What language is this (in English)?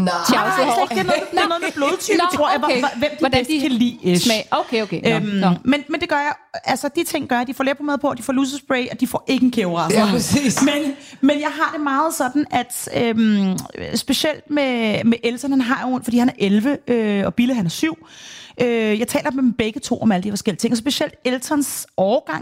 Danish